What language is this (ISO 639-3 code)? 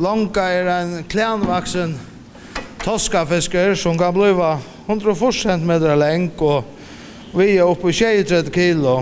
fao